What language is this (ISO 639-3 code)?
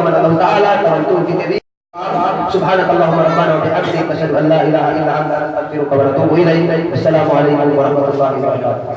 yka